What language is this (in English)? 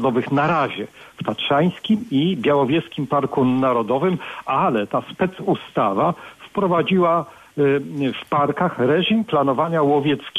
Polish